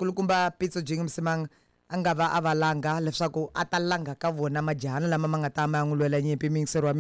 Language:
Tsonga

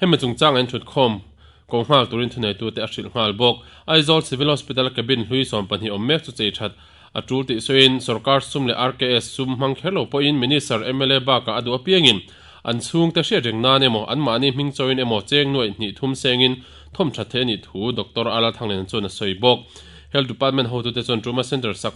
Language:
Mizo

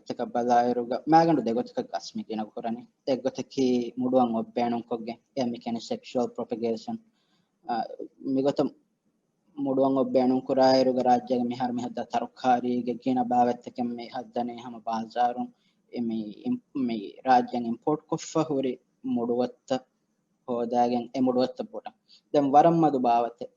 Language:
Divehi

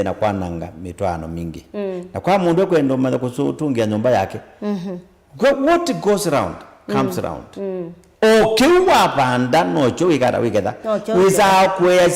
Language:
Kamba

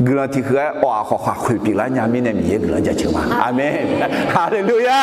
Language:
Akha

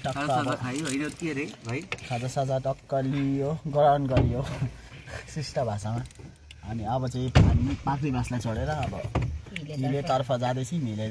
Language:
Nepali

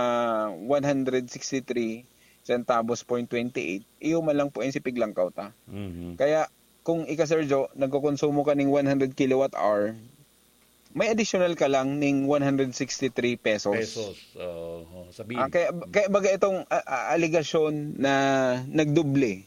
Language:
Bikol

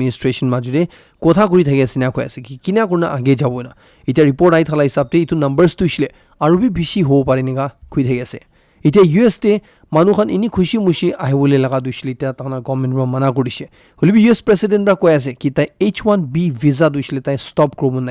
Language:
Naga Pidgin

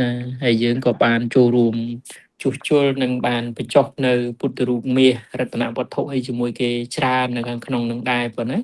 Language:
Khmer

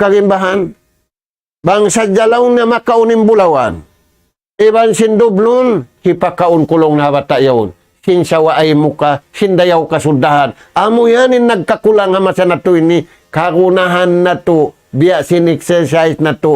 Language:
Tausug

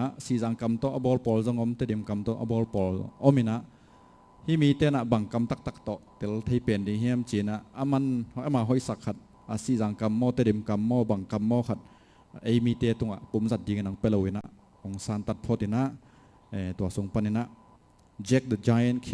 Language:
Tedim Chin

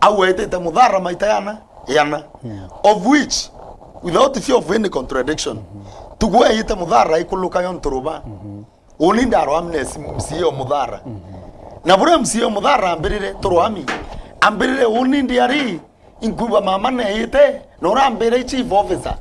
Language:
Meru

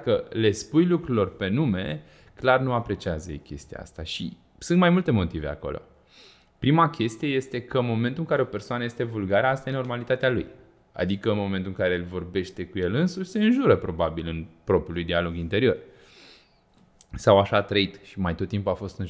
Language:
Romanian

